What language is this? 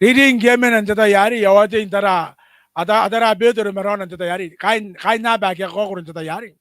Gilbertese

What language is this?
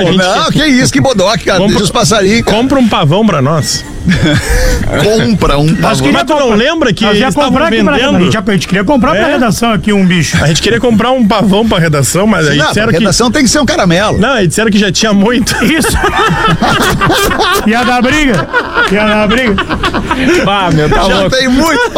Portuguese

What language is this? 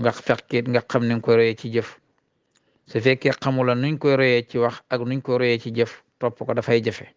Wolof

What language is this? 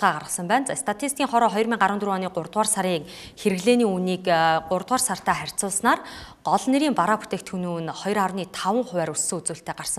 Mongolian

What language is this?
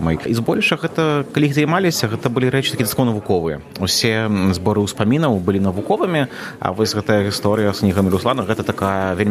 Belarusian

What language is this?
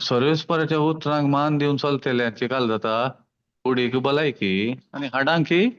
Konkani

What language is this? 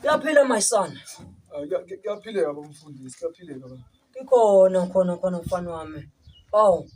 Zulu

